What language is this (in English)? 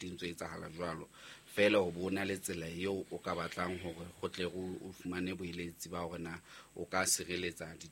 Southern Sotho